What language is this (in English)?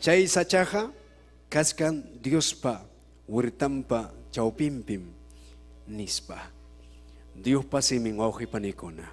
Ayacucho Quechua